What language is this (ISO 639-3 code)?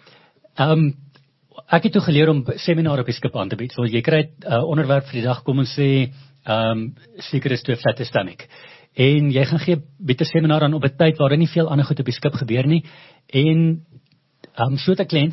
afr